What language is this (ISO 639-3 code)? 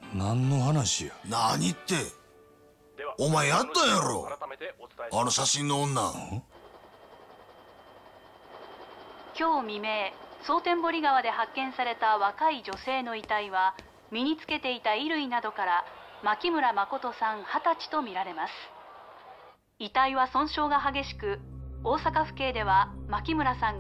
jpn